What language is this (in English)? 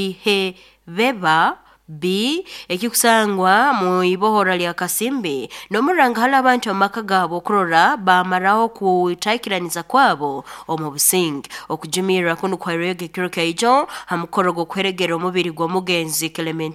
Nyoro